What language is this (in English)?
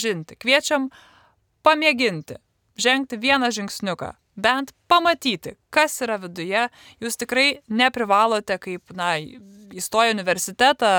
Lithuanian